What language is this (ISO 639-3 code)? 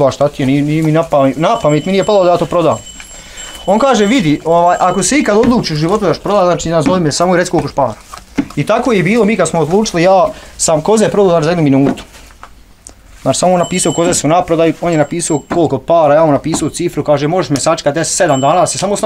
bos